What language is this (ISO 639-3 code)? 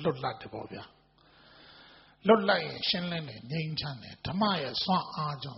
mya